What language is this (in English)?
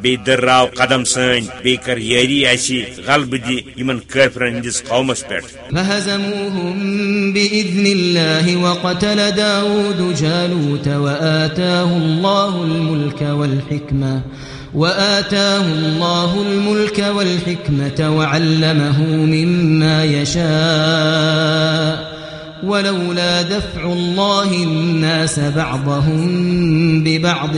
Kashmiri